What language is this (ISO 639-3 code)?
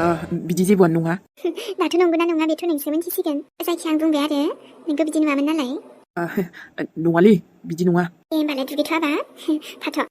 brx